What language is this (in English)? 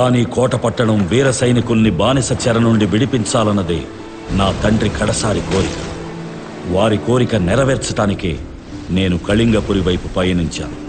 Telugu